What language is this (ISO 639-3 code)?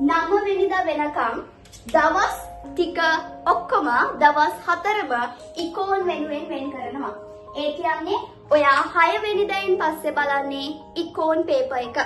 sin